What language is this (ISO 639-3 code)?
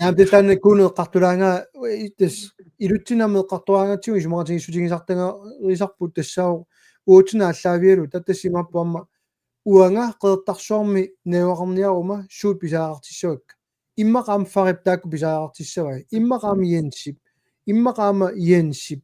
kal